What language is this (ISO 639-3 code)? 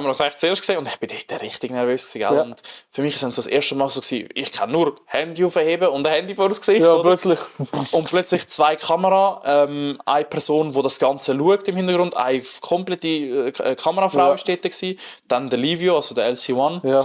gsw